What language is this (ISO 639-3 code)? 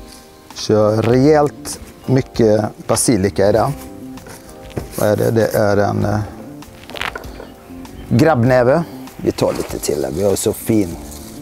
swe